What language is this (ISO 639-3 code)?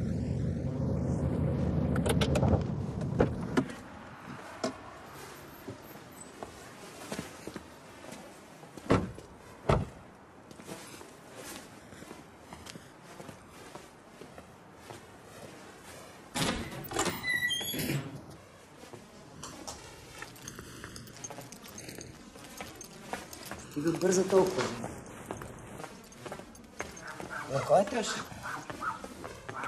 bul